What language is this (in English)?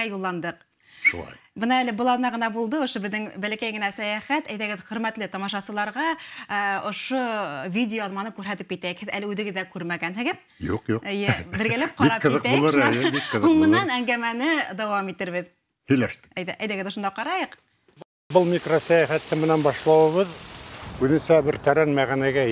Bashkir